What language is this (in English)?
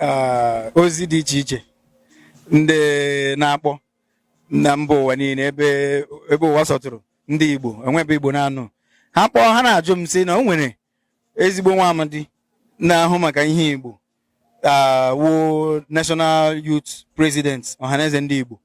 Igbo